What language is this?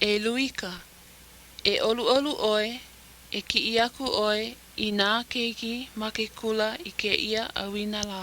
Hawaiian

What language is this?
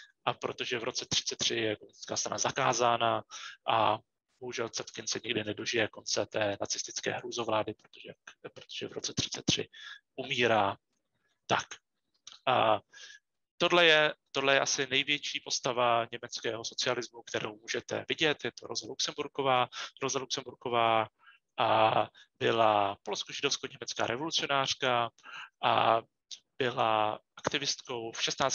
Czech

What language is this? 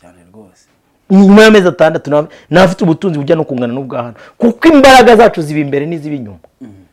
Kinyarwanda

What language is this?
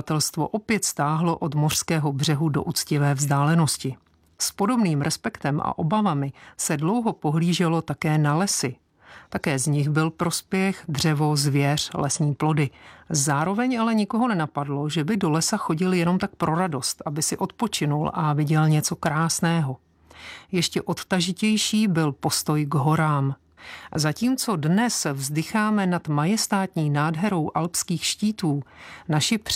Czech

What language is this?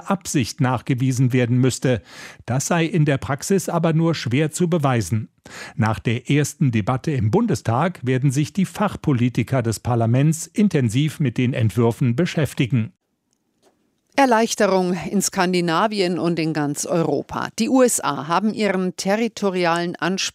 German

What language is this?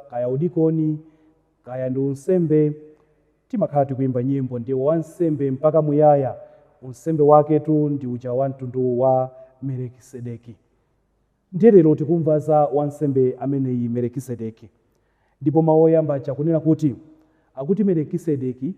Nyanja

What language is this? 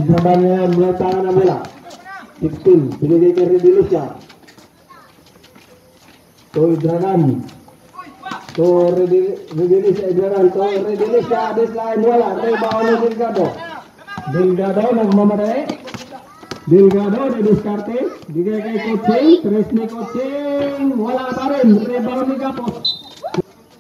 Filipino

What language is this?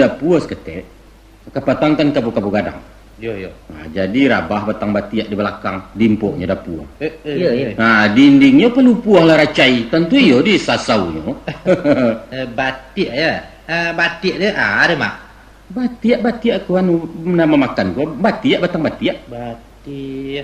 Minangkabau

